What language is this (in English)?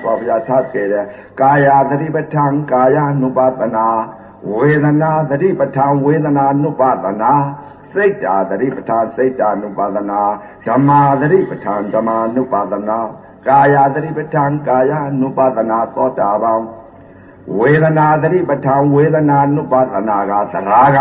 Burmese